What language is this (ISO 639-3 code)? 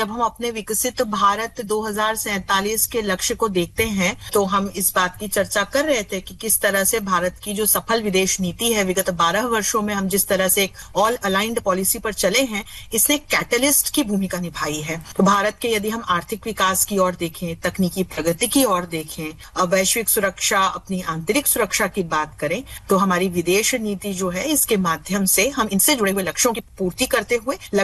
hin